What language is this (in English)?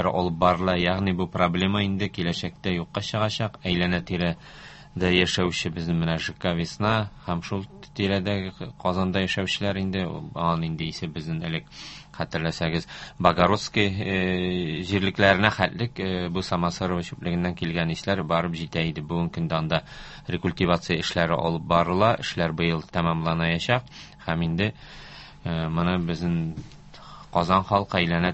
Tatar